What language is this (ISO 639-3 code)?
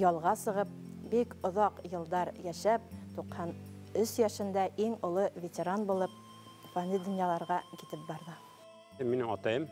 bak